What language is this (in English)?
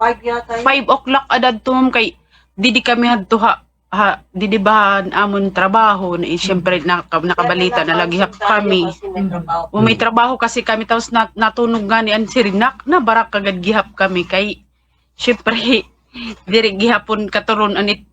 Waray